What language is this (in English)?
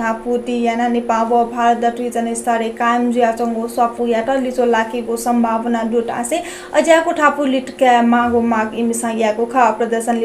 Newari